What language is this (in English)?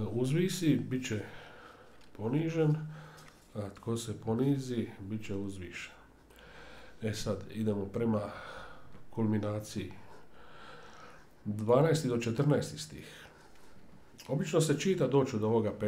Croatian